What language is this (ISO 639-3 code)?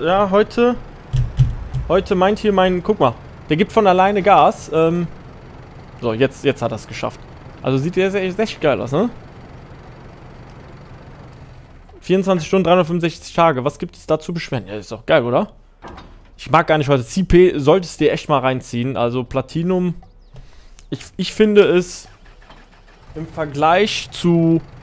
deu